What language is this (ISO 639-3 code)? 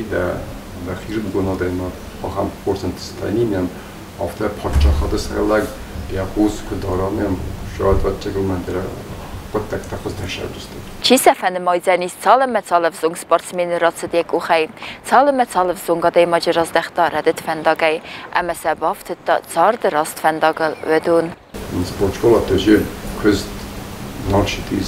oss